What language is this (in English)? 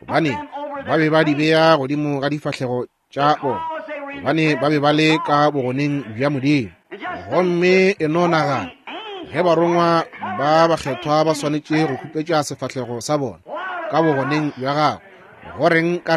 Northern Sotho